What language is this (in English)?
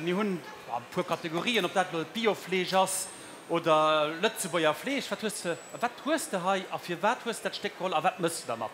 Luxembourgish